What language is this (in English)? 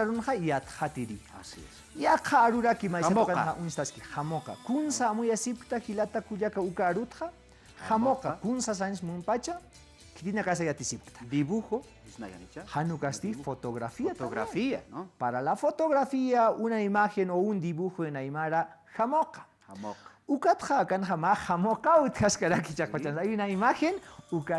Aymara